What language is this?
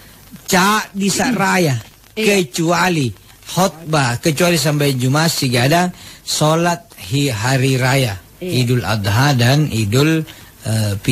Makasar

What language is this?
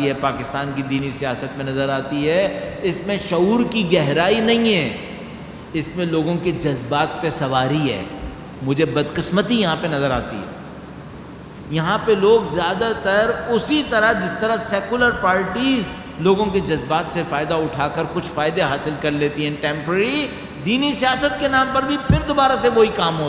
Urdu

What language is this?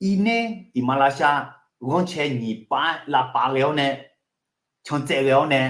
Akha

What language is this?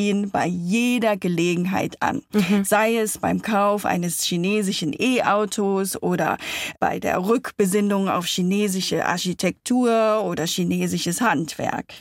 German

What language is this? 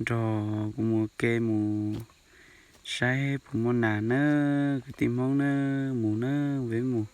Hmong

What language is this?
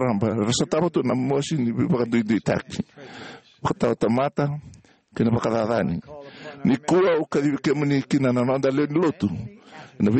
Fijian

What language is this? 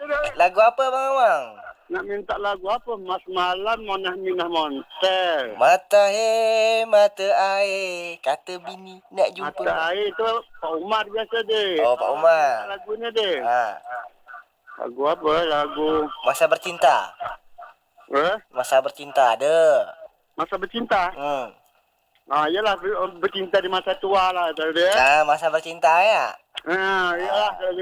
Malay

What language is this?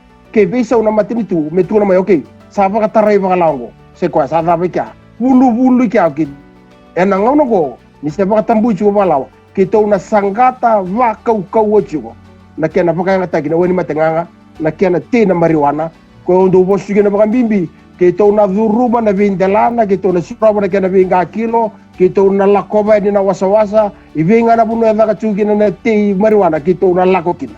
Fijian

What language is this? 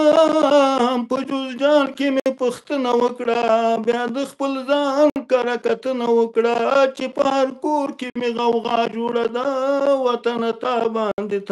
Pashto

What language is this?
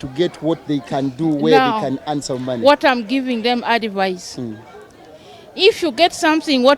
Ganda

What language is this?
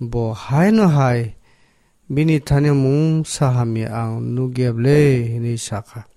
Kok Borok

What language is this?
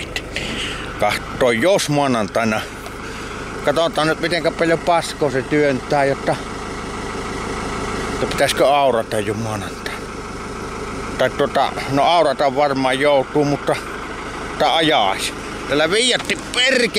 Finnish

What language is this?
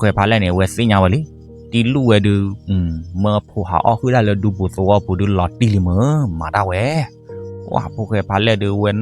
S'gaw Karen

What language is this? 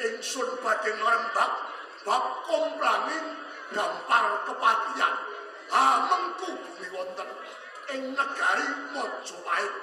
Javanese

